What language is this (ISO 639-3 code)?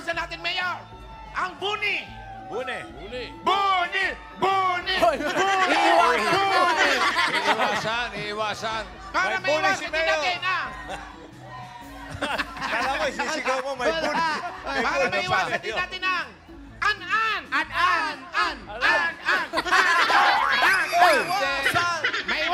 fil